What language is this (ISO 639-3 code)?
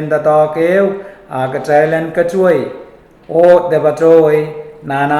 pon